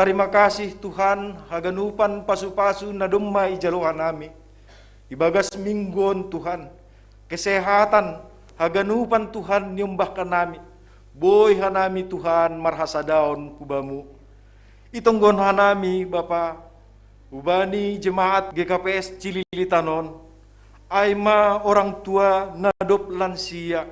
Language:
Batak Simalungun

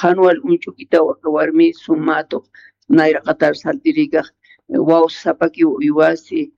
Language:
Aymara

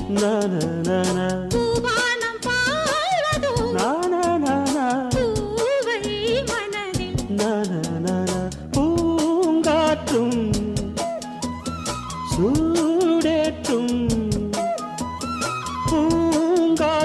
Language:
Tamil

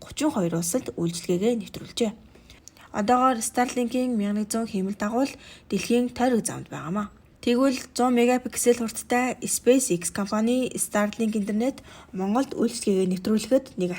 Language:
Mongolian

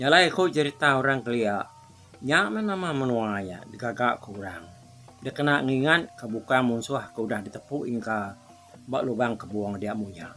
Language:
Iban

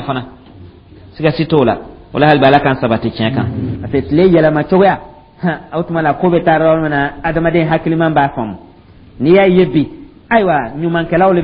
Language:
Dyula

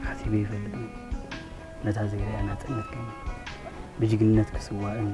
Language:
Tigrinya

